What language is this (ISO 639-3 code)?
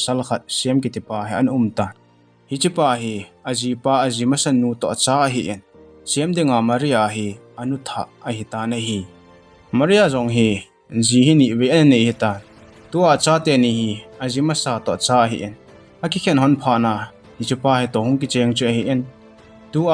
tcz